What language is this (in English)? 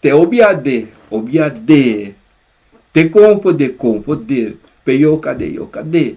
Sranan Tongo